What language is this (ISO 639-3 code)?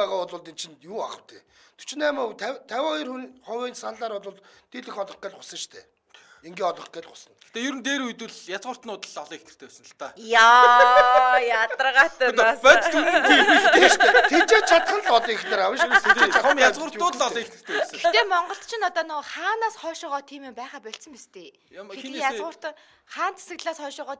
mon